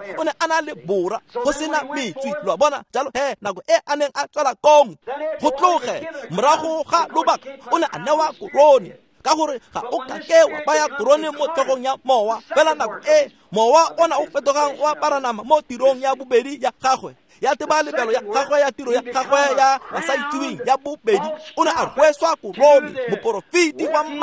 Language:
Tswana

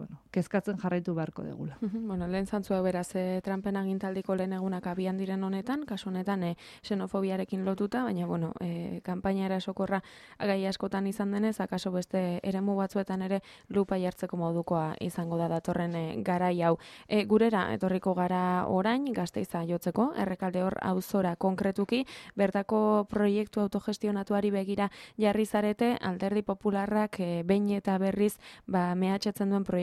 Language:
Basque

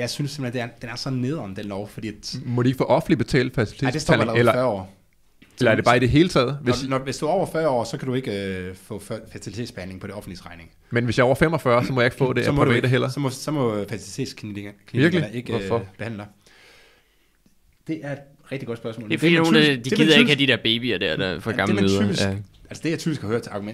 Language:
Danish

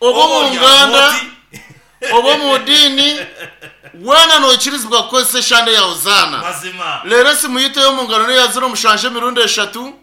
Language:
Nyankole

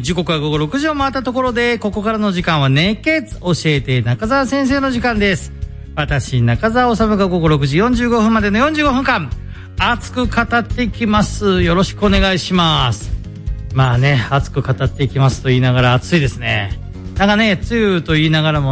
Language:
Japanese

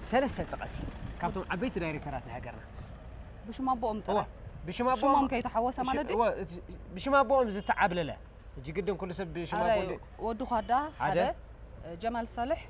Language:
Tigrinya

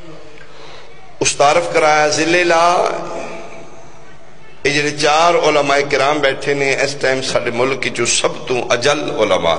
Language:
Urdu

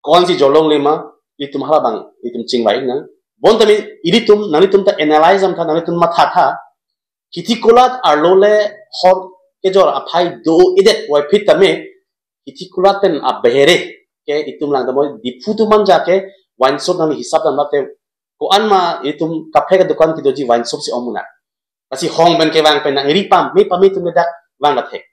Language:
Karbi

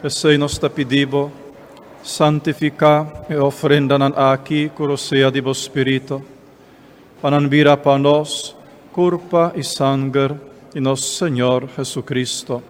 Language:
Papiamento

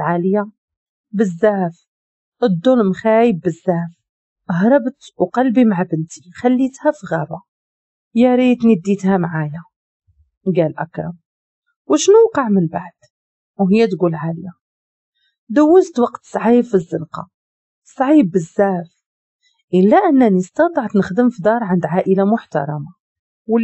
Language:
Moroccan Arabic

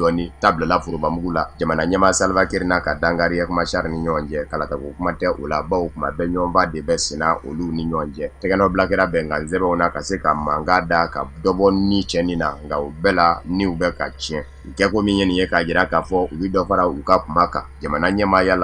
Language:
Bambara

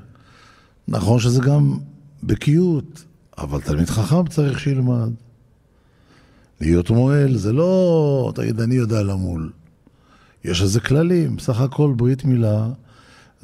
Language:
Hebrew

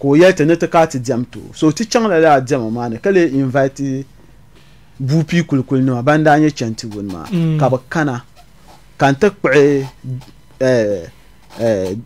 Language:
Dagbani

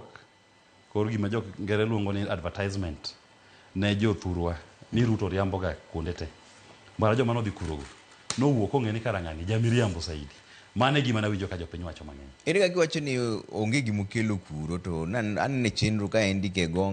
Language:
Luo (Kenya and Tanzania)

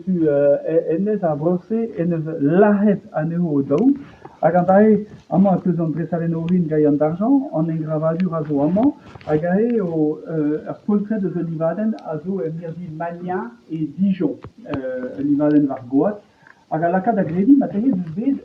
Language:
Breton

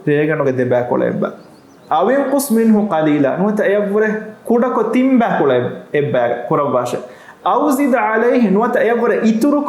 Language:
Divehi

